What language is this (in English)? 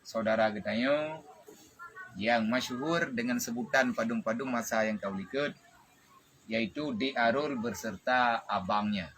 Achinese